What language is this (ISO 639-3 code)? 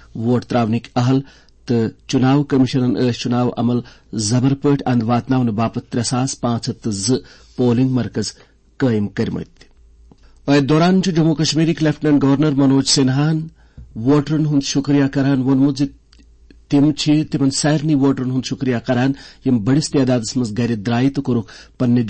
kas